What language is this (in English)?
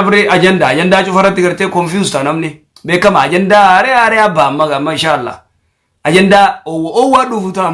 Oromo